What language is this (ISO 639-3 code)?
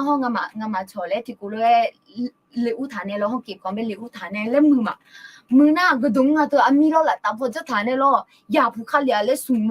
ahk